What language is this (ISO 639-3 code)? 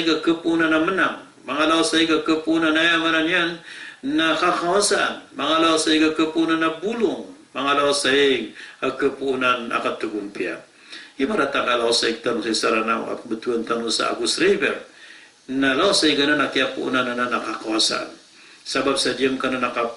mrw